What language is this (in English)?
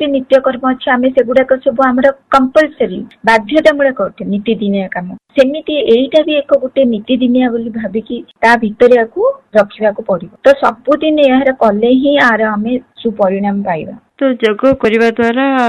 Odia